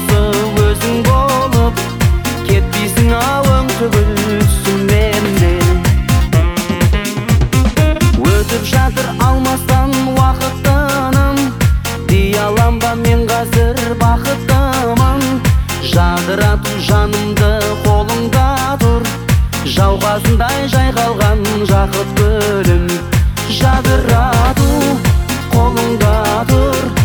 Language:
Kazakh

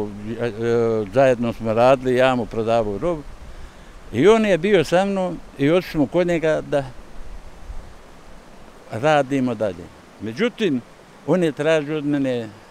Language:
Bosnian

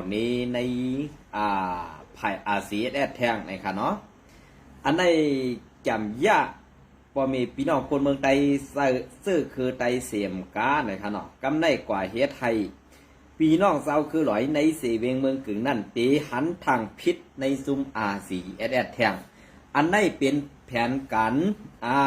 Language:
Shan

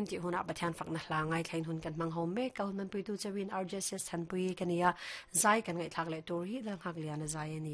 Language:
Mizo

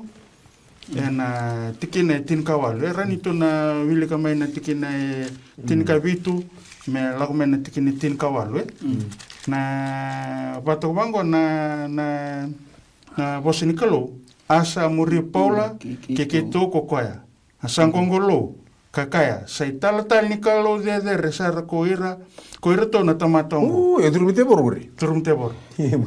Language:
Fijian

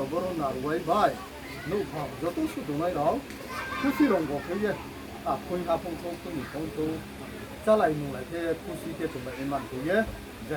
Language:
Riang (India)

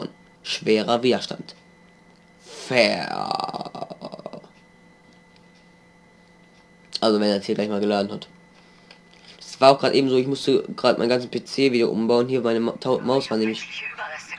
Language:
German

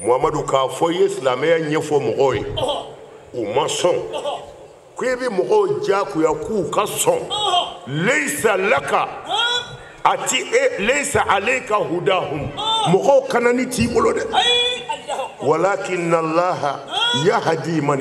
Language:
Bambara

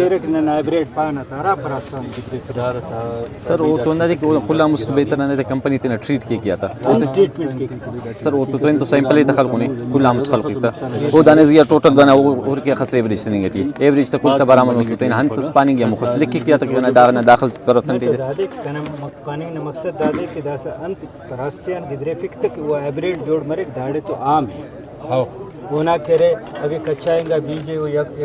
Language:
Brahui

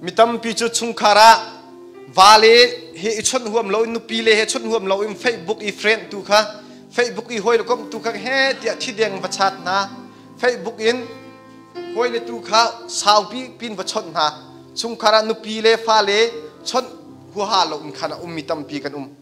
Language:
Hakha Chin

